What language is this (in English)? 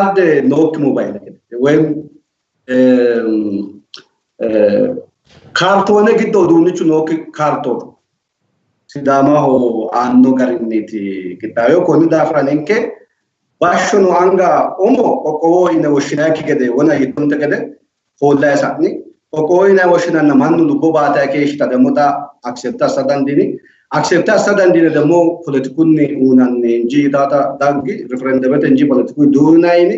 Sidamo